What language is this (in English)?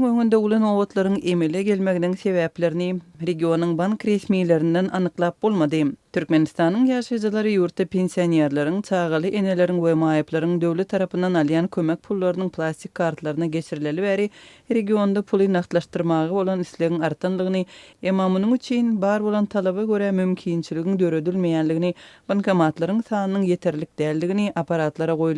Turkmen